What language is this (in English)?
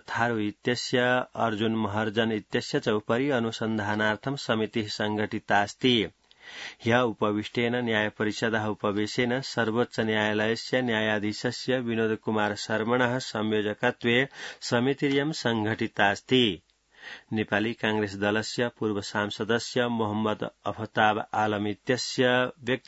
Sanskrit